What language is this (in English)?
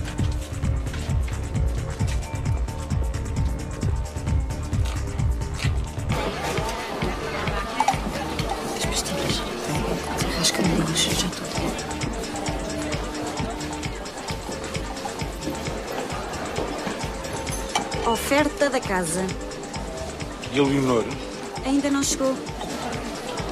Portuguese